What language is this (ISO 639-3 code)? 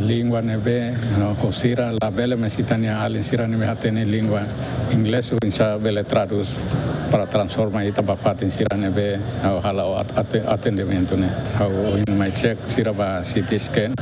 tet